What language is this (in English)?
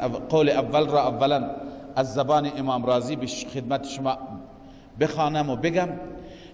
Persian